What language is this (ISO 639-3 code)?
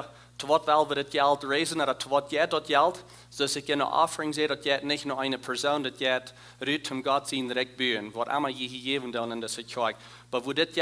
pdt